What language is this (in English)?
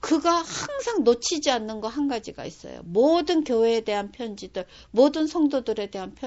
Korean